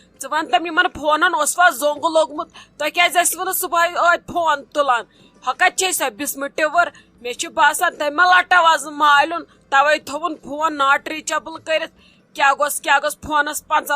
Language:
Kashmiri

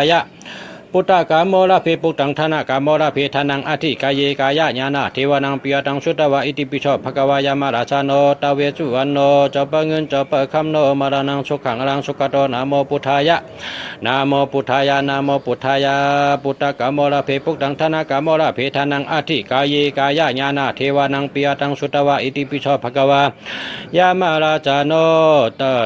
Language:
Shan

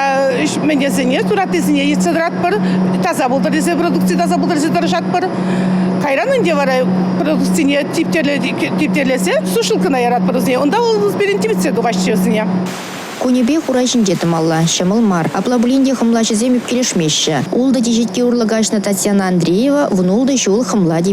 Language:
Chuvash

